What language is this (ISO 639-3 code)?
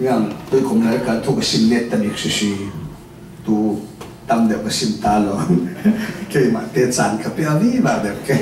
cfm